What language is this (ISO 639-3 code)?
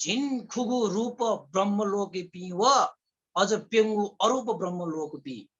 new